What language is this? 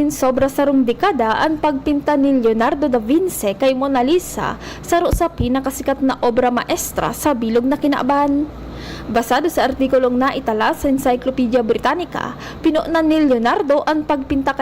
Bikol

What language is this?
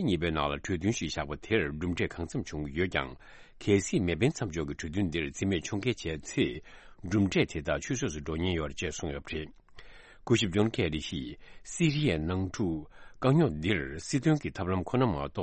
Tibetan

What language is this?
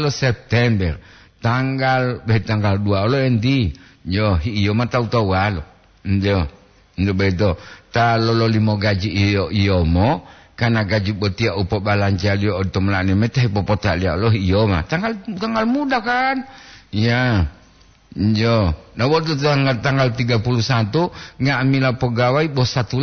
Gorontalo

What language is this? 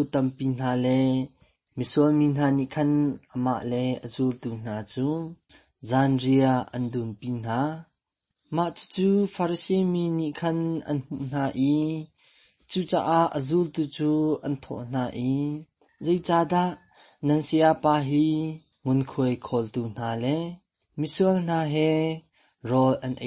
Hakha Chin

